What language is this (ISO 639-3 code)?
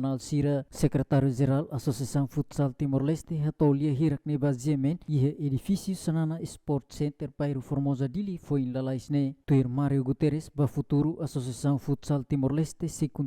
tet